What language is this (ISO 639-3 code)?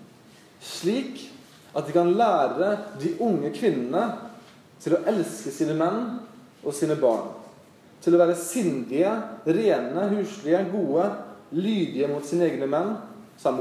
nor